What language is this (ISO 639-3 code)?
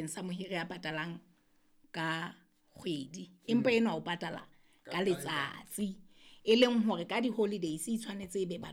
sot